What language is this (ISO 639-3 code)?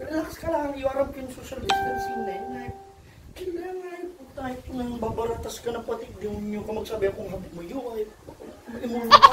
bik